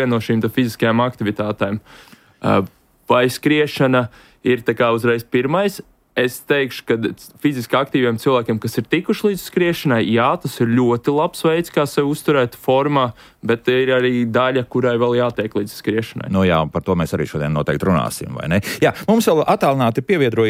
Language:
Latvian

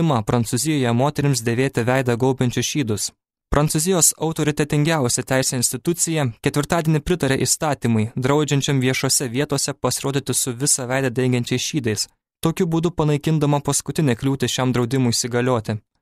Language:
Lithuanian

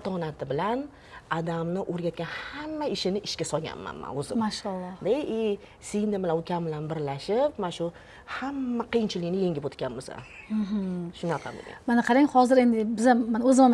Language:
Uzbek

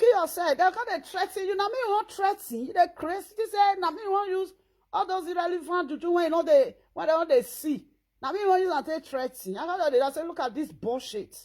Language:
Nigerian Pidgin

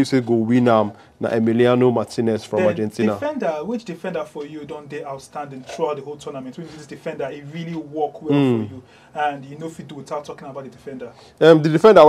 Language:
Nigerian Pidgin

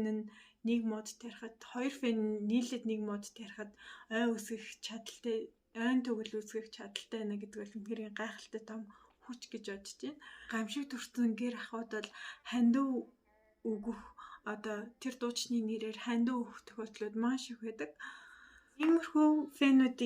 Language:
Mongolian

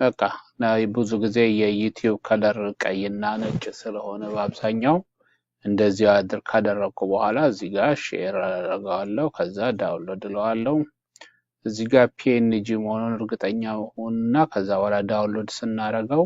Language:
Amharic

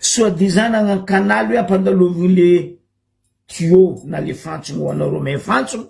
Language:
Malagasy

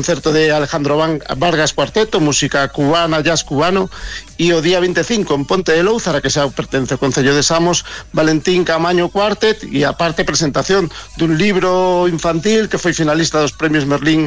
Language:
Galician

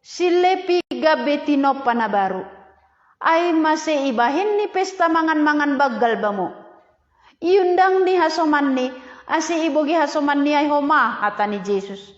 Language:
Batak Simalungun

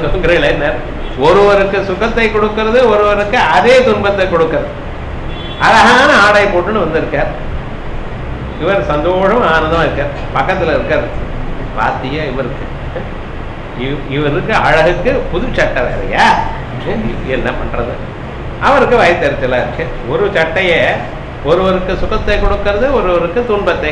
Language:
Tamil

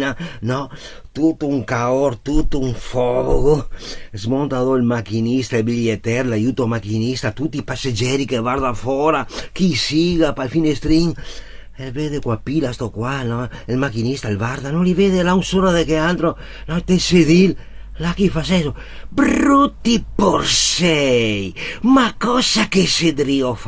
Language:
Venetian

